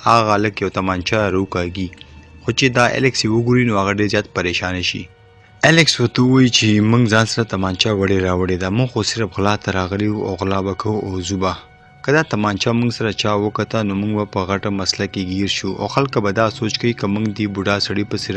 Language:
Pashto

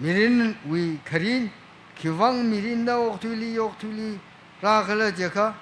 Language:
Tangkhul Naga (India)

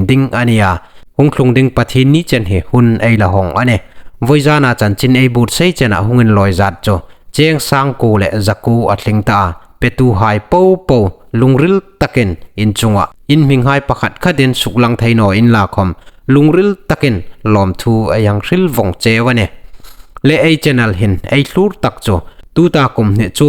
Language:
Hmar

